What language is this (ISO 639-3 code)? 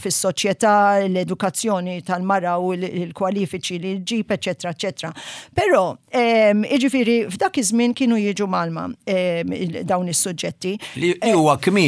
mlt